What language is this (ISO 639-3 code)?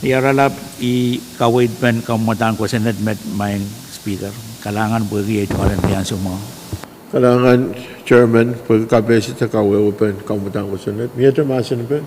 pon